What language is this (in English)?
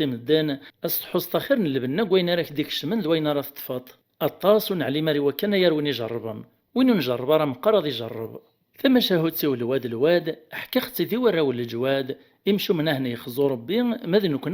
Kabyle